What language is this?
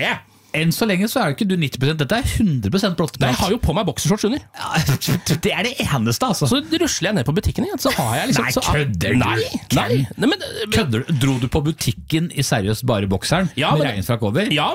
Norwegian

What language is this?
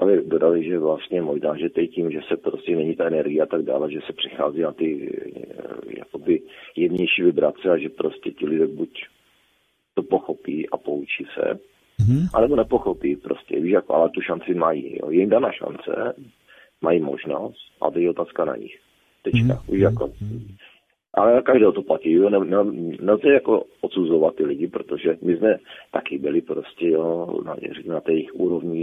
Czech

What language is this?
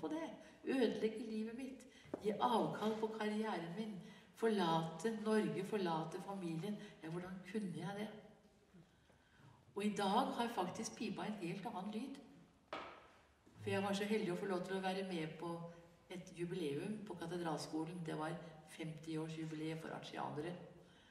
Norwegian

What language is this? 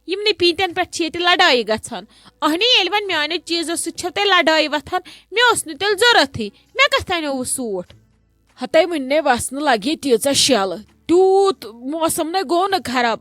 Kashmiri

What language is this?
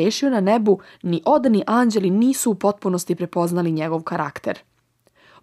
Serbian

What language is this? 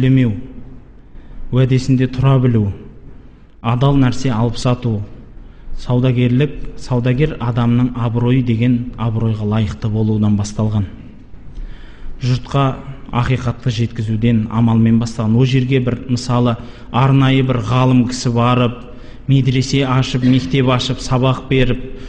Kazakh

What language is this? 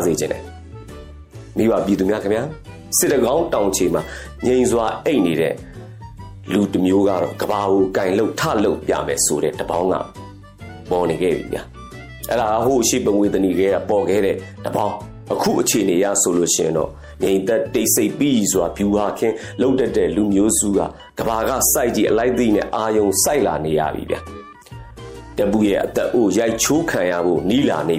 Burmese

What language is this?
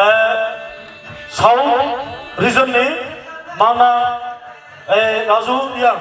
Kok Borok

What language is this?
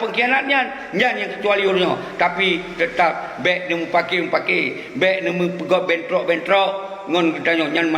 Achinese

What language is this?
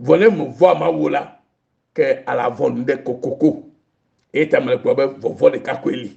Ewe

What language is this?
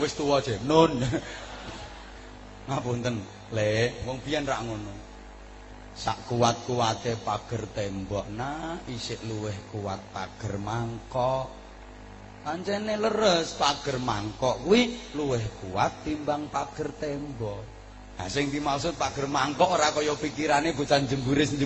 Javanese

